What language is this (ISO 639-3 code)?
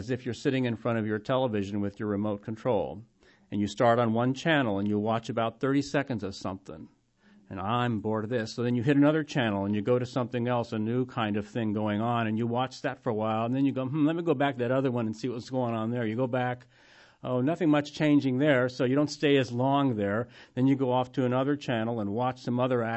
eng